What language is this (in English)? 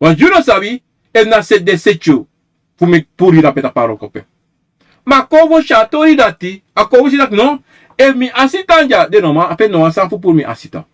Sranan Tongo